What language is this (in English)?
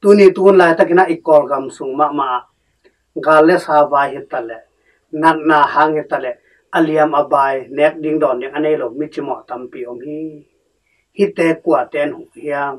Tedim Chin